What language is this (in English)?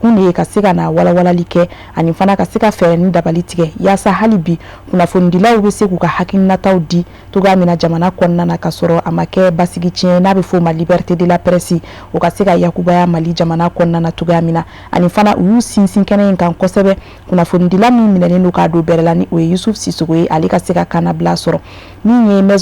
Bambara